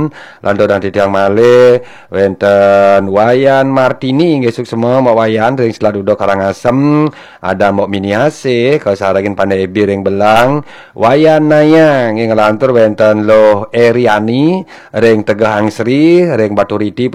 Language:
Balinese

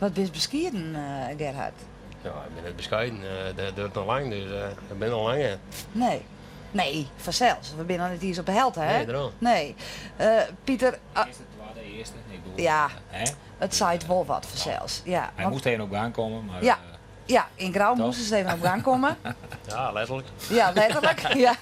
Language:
Western Frisian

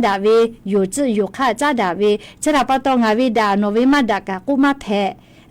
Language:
Lahu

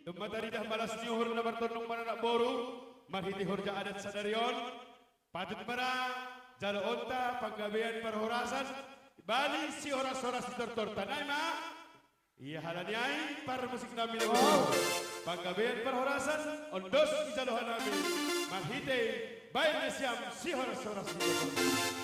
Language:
Batak Simalungun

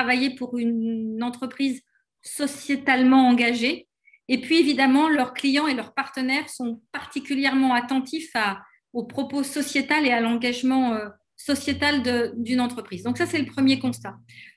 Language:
French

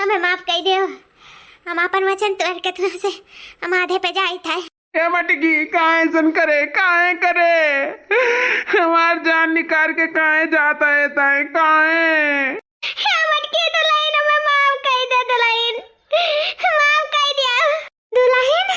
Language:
Awadhi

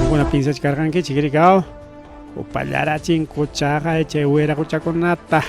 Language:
Ayacucho Quechua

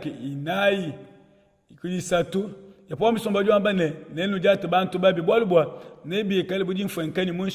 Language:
Luba-Lulua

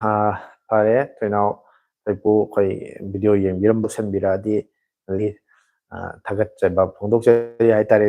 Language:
Manipuri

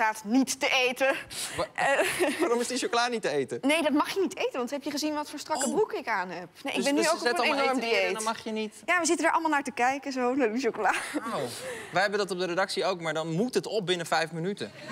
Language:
Dutch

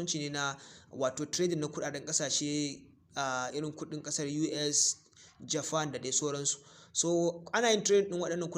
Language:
Hausa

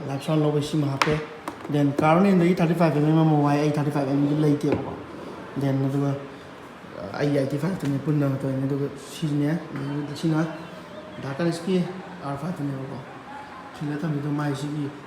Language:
Manipuri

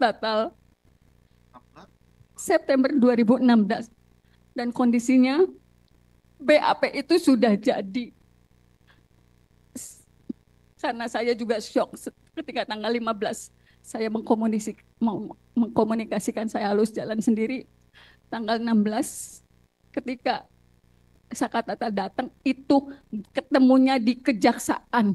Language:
Indonesian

